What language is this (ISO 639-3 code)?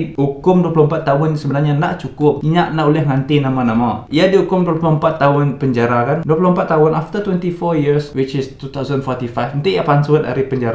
iba